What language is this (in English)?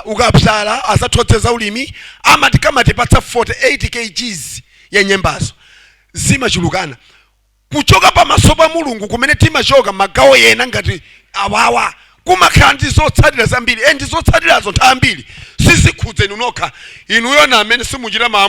Nyanja